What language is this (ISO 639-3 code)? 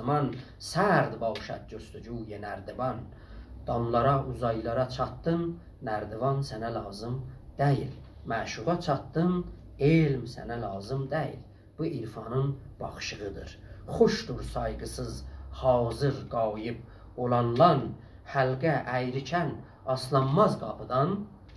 azb